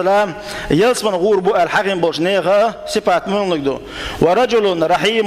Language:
Chechen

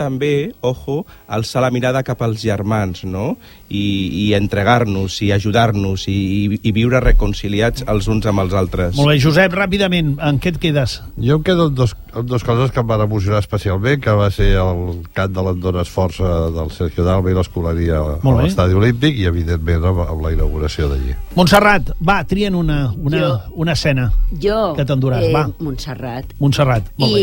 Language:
Catalan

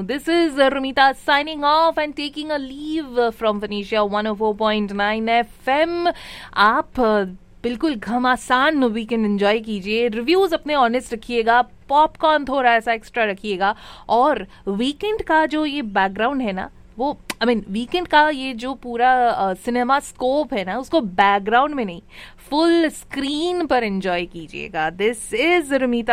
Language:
Hindi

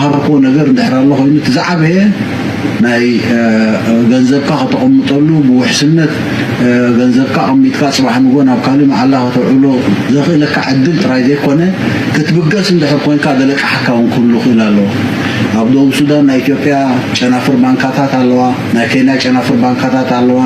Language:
Tigrinya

